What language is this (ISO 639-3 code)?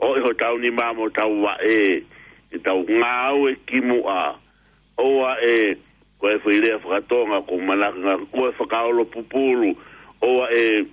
ton